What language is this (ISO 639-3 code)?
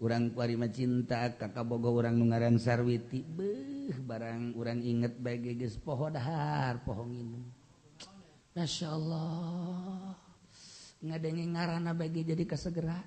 sun